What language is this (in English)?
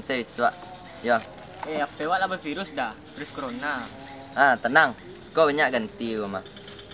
Minangkabau